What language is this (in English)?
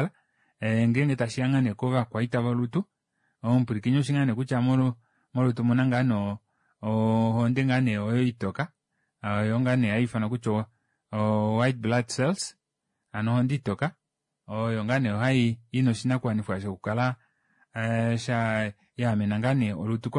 Kuanyama